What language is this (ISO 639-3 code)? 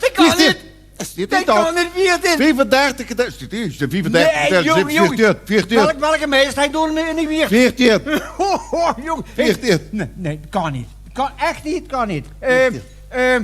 lim